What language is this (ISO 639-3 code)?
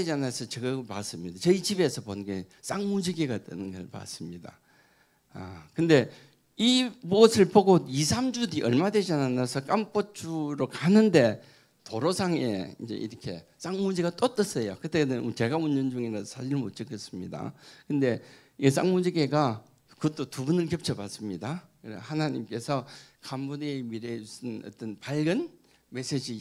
kor